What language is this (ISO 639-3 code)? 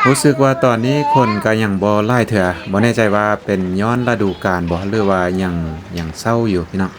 lao